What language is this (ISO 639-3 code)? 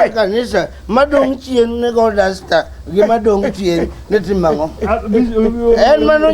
luo